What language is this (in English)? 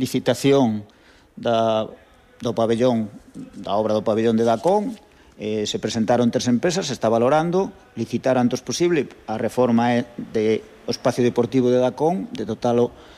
Galician